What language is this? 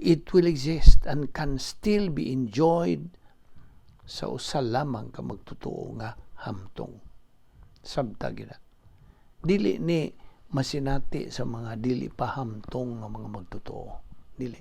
Cebuano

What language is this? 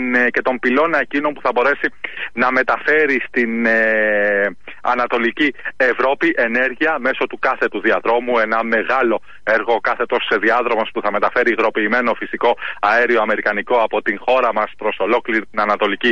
Greek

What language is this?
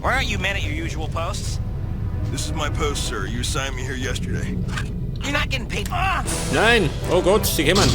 Bavarian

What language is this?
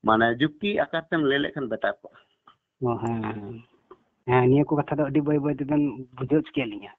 Santali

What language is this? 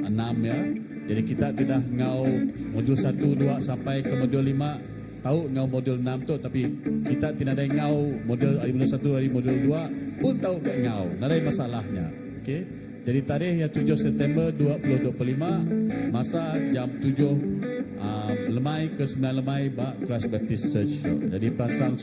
Iban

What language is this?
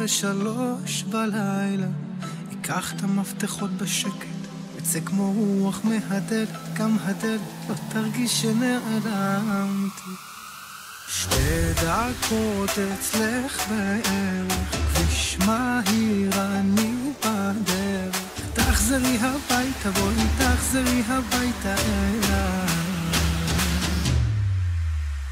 Hebrew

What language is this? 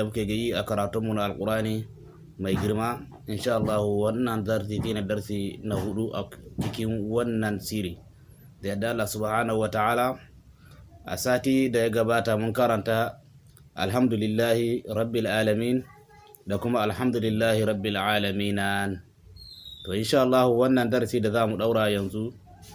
Hausa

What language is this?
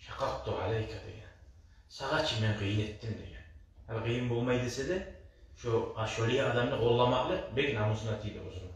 Kumyk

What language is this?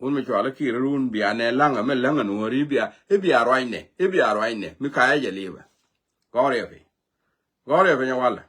Nuer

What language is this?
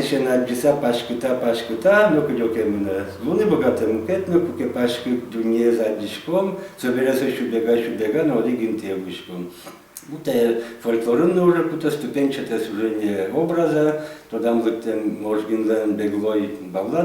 Udmurt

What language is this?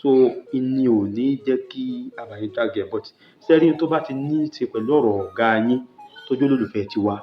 Yoruba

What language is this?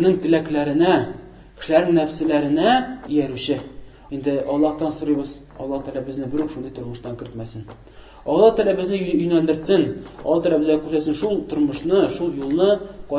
Tatar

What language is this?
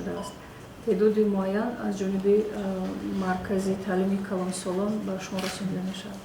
Tajik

